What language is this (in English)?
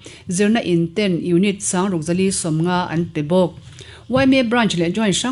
Mizo